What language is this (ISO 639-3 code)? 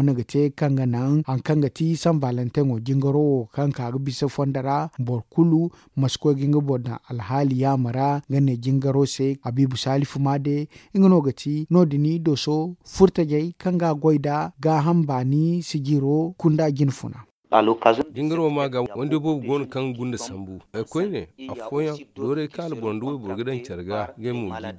dje